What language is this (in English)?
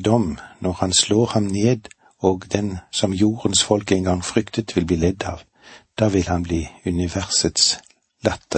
Norwegian